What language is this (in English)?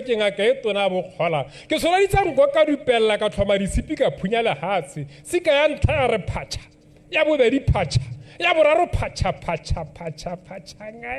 Tswana